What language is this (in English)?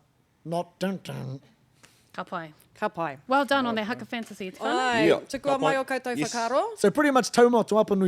Māori